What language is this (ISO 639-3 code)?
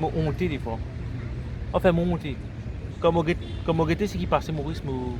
mfe